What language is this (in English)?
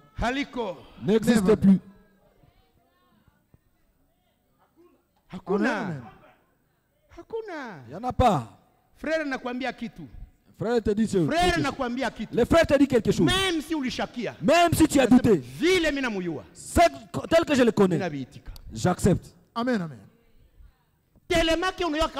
Swahili